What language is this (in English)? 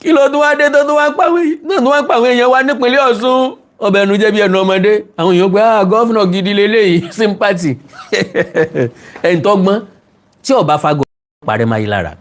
Yoruba